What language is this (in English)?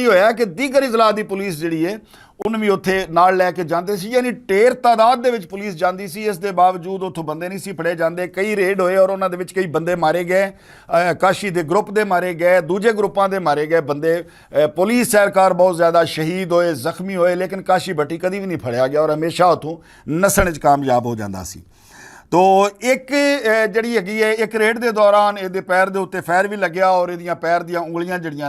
Western Panjabi